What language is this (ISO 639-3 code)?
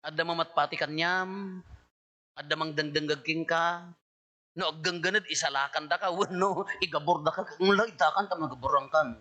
ilo